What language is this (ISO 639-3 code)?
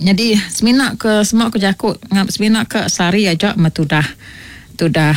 iba